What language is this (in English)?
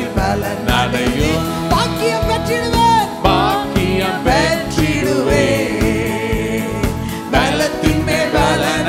Tamil